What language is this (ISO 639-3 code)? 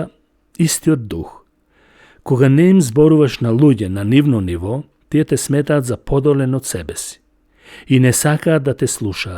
mkd